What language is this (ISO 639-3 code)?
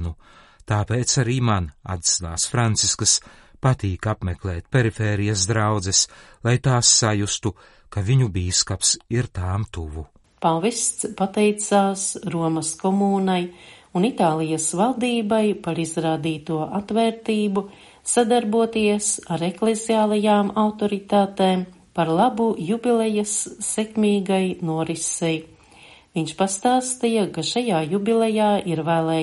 lav